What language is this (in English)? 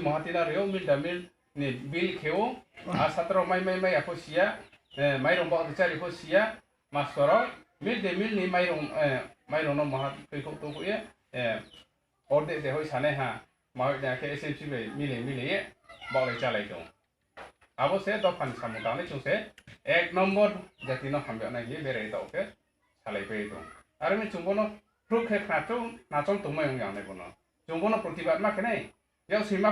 Riang (India)